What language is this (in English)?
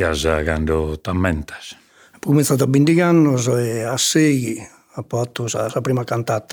Sardinian